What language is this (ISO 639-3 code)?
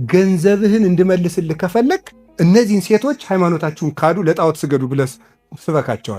amh